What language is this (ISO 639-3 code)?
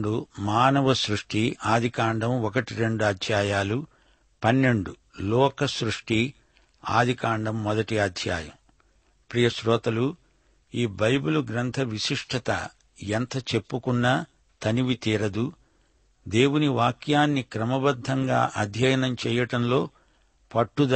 tel